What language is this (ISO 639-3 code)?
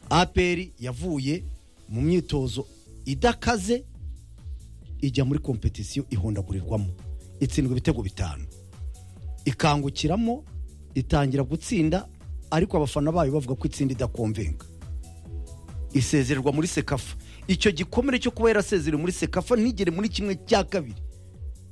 kin